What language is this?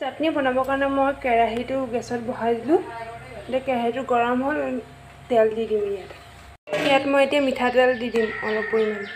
Assamese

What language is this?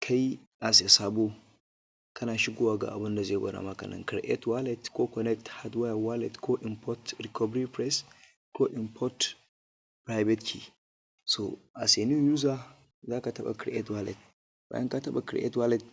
Hausa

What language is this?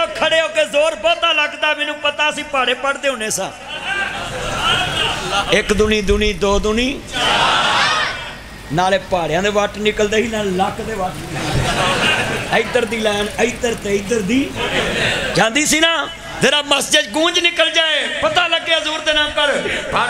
Western Panjabi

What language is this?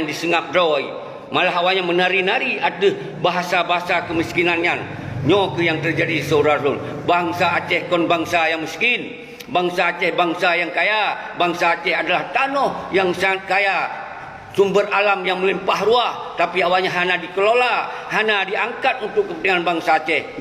Achinese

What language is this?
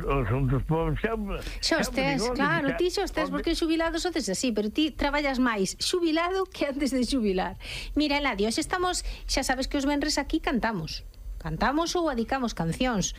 Galician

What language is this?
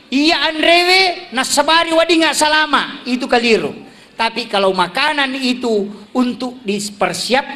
Buginese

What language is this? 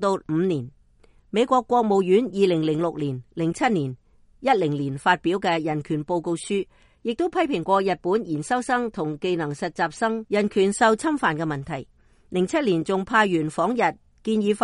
Cantonese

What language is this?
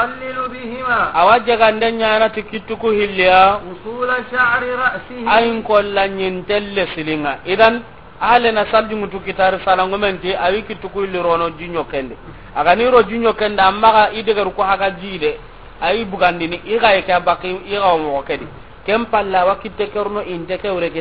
Soninke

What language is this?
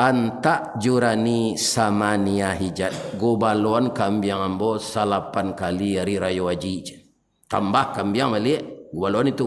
Minangkabau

